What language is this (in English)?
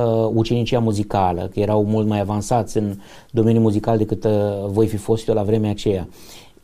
Romanian